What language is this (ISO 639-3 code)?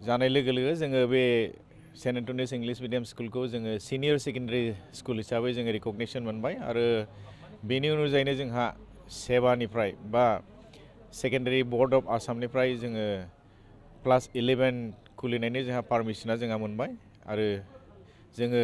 brx